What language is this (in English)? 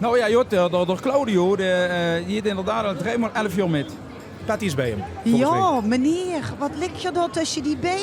Limburgish